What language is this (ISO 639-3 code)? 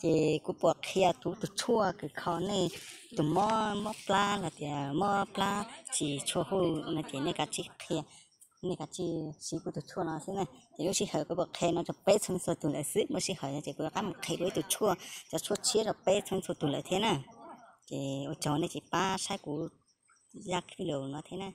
hmn